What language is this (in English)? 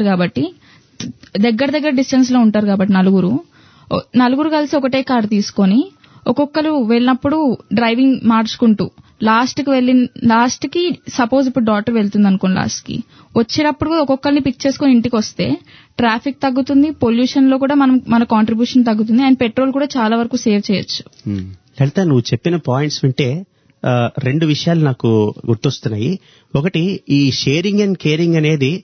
Telugu